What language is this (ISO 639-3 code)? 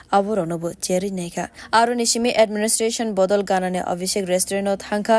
trp